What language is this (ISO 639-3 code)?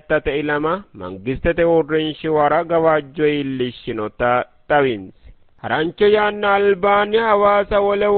sid